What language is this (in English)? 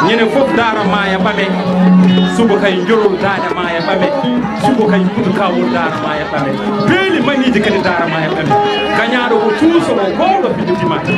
Fula